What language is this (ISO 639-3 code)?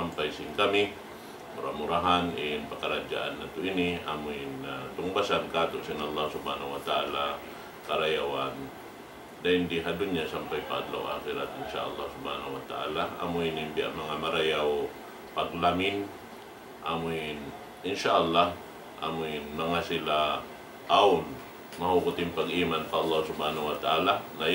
tsg